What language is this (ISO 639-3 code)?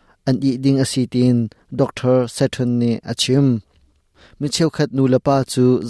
cnh